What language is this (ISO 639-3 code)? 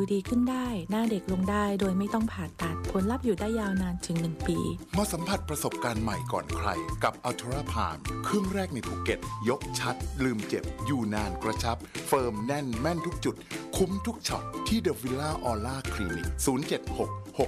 tha